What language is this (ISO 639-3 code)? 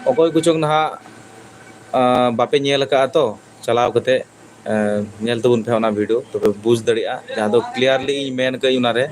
sat